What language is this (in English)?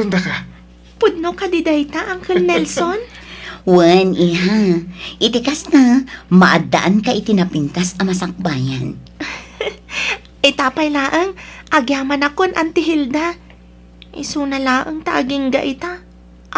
Iloko